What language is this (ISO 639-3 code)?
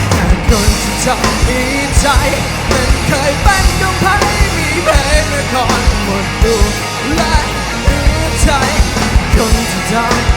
lao